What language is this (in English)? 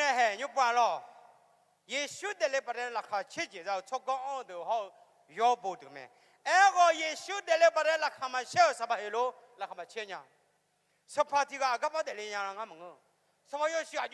Akha